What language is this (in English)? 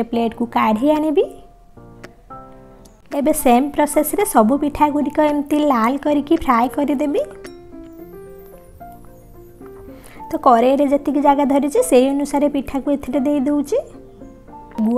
Odia